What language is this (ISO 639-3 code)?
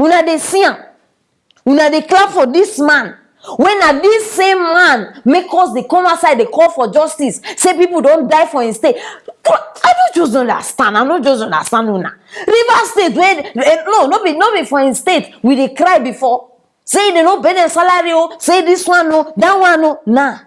pcm